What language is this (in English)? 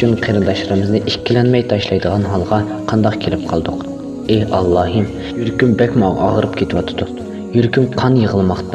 Uyghur